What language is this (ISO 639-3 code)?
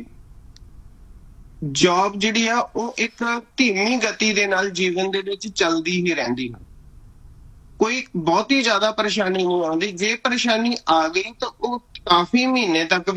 pan